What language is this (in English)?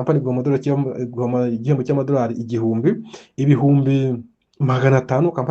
Kinyarwanda